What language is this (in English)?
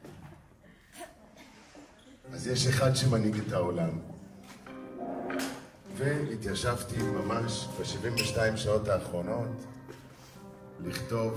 Hebrew